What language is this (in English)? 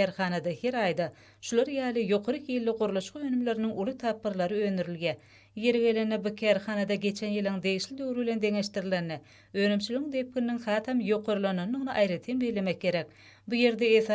Turkmen